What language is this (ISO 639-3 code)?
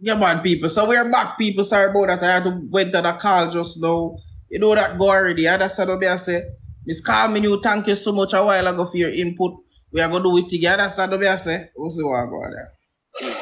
jam